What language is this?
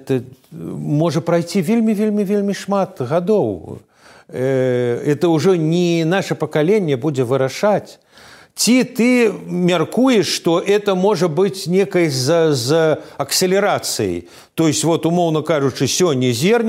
Belarusian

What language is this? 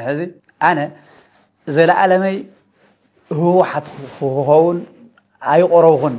Tigrinya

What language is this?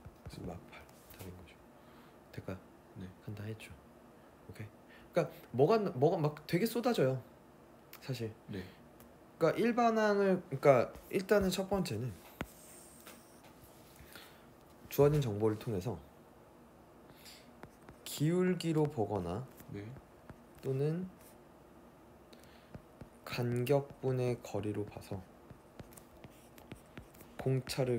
Korean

